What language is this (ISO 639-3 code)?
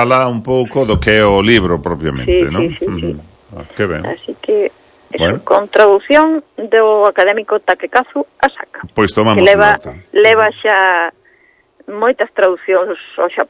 glg